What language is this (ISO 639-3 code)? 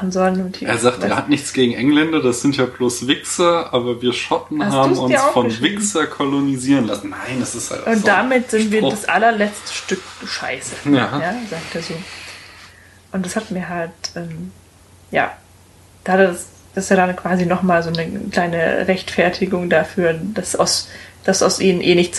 deu